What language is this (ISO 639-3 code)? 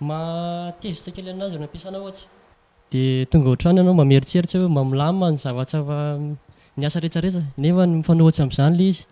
mlg